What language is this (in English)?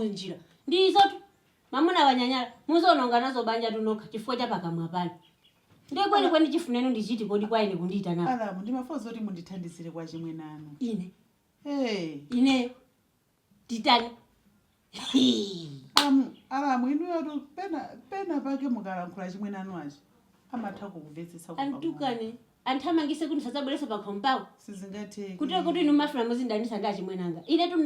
Nyanja